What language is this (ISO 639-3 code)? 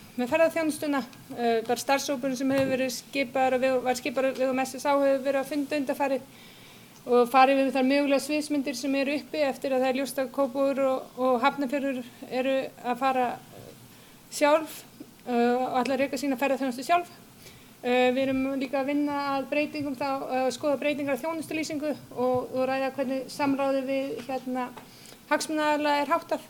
isl